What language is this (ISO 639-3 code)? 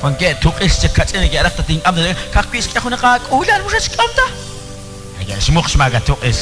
kek